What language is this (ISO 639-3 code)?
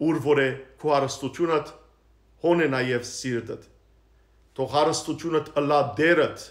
hye